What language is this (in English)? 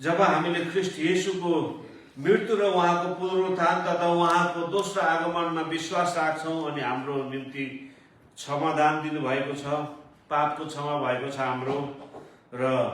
Nepali